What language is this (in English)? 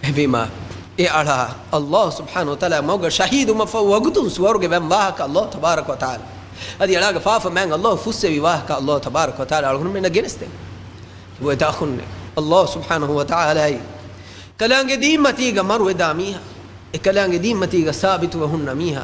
Divehi